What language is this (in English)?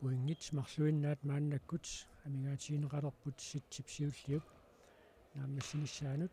Kalaallisut